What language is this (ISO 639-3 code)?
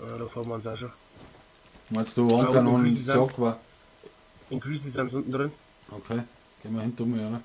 bar